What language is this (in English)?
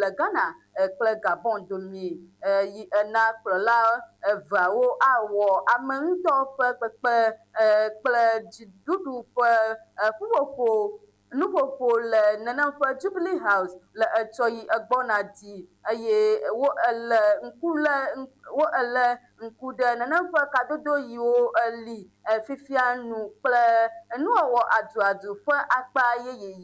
Ewe